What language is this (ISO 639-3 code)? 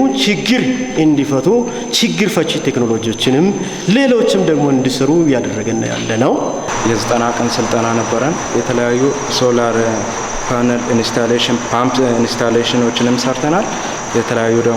amh